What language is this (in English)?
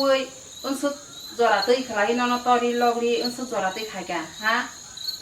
Kok Borok